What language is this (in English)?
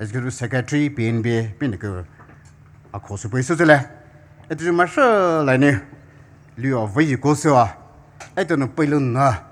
Poumei Naga